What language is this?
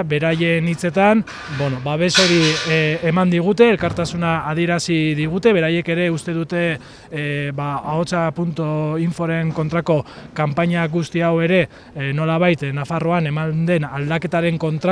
Basque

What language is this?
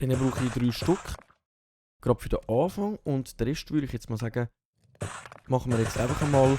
Swiss German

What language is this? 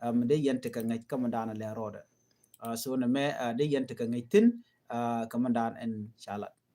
Nuer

